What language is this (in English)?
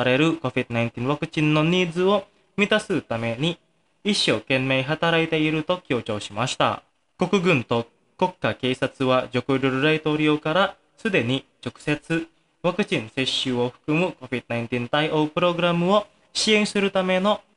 Japanese